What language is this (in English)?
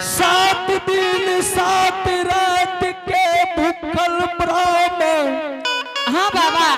Angika